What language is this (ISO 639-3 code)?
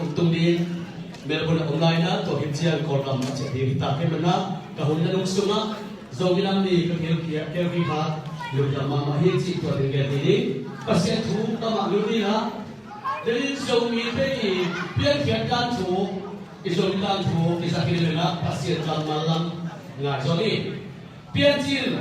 ctd